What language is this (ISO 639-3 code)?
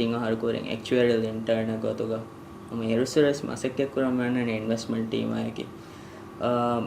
div